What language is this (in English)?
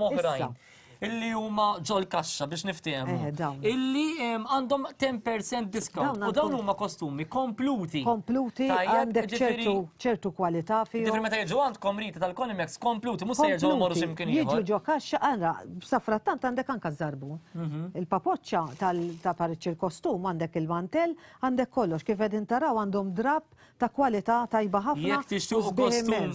Maltese